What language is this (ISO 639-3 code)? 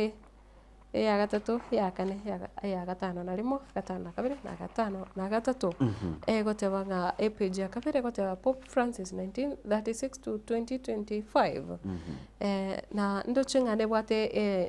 guz